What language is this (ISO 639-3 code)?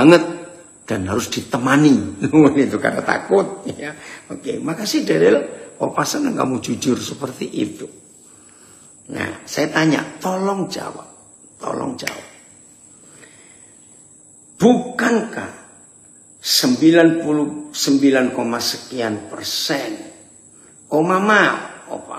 ind